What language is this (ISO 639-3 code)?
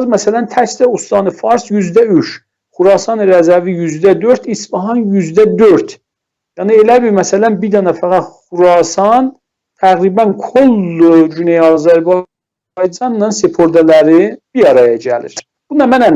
azb